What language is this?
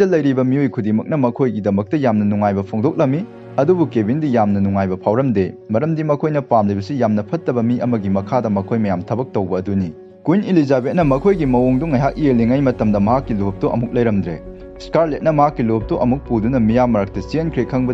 Manipuri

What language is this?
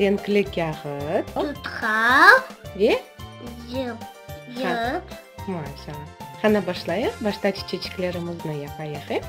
Crimean Tatar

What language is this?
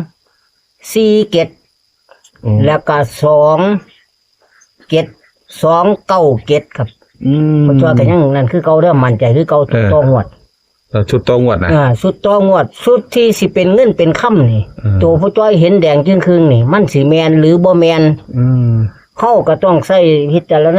Northeastern Thai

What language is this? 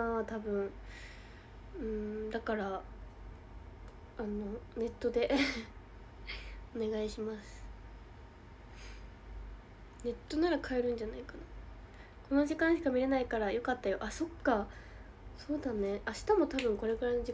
Japanese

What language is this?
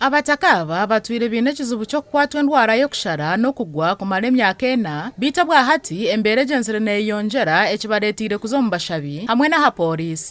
Nyankole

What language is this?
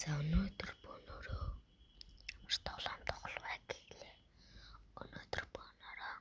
Mongolian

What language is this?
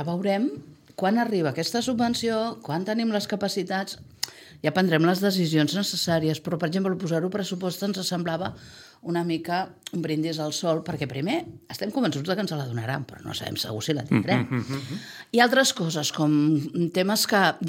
Catalan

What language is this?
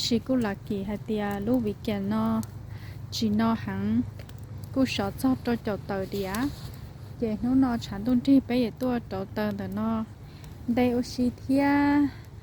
Hmong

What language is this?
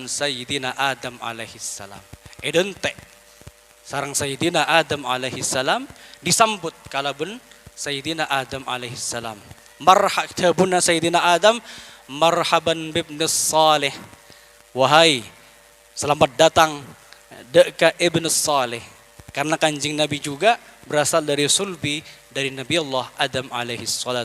Madurese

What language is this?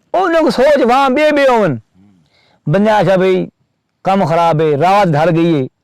Saraiki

